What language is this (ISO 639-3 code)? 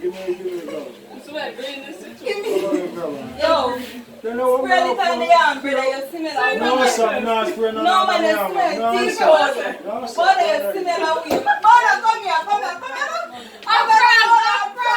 jam